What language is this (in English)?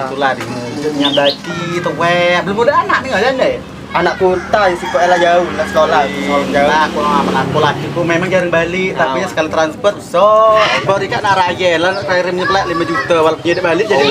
Musi